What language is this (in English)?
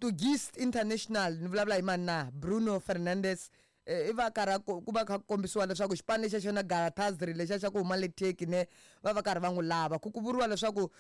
Tsonga